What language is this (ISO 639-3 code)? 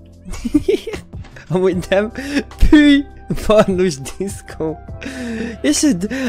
hun